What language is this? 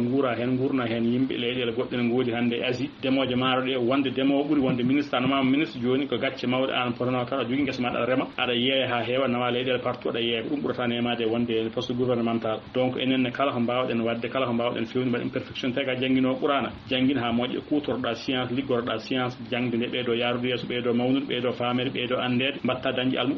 Fula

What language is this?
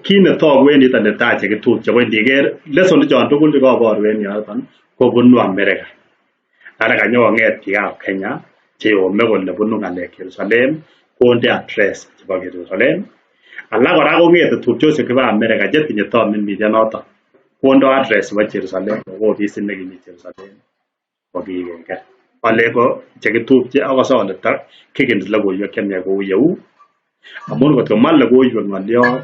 Kalenjin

